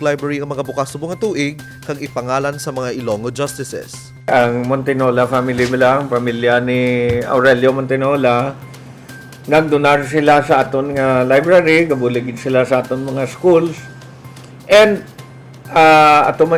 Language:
Hiligaynon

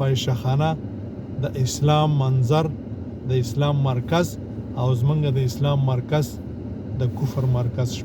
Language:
Pashto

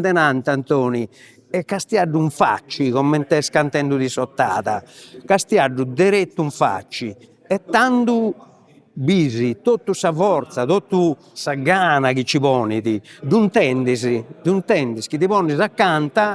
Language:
Sardinian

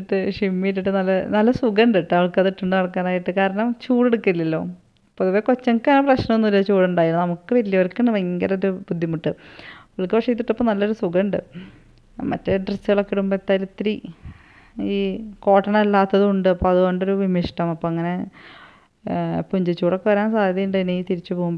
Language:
Malayalam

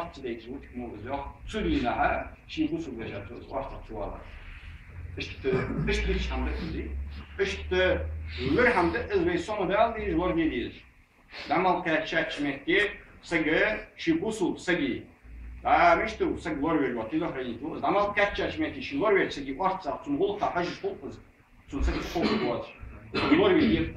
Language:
Ingush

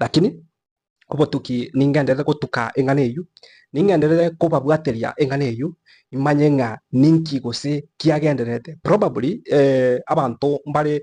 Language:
Gusii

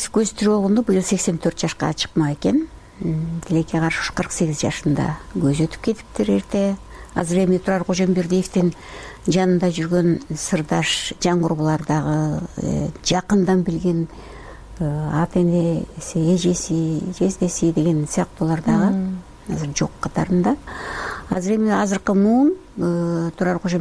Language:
Kyrgyz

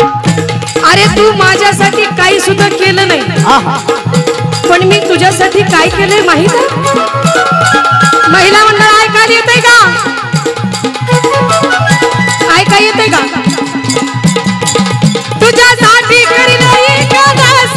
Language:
Marathi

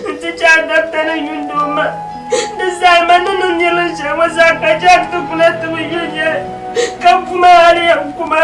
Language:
Dagbani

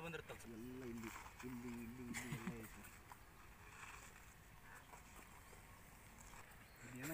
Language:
Kannada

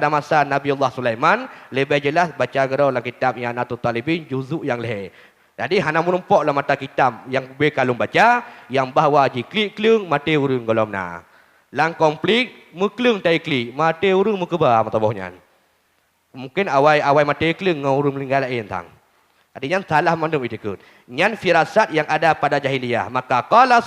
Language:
Achinese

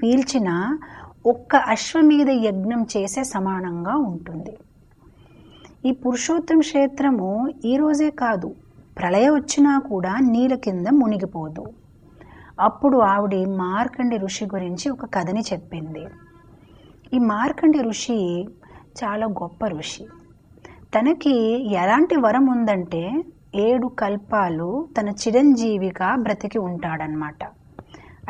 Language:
Telugu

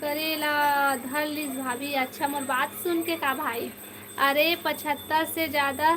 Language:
Chhattisgarhi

